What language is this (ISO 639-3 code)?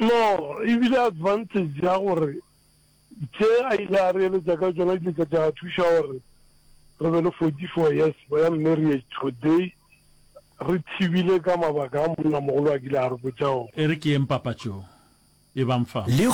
nso